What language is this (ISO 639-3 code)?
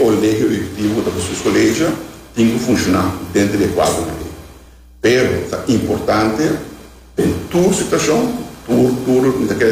pap